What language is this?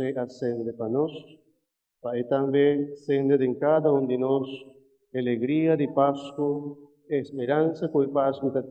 Papiamento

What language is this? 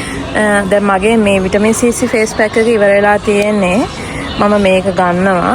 Sinhala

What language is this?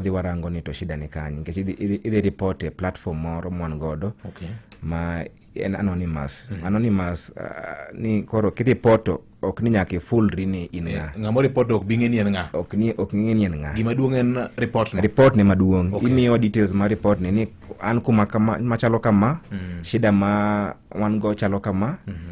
Luo (Kenya and Tanzania)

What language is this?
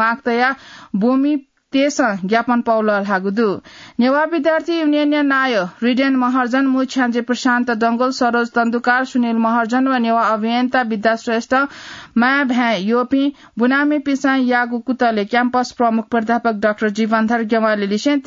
Newari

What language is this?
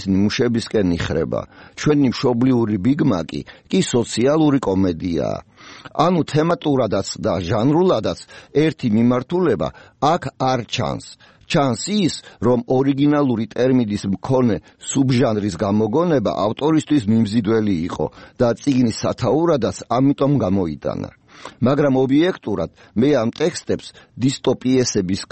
Georgian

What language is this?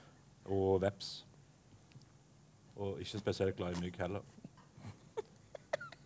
Norwegian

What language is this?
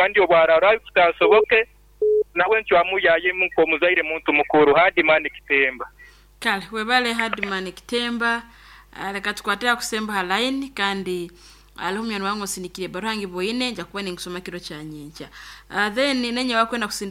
Nyankole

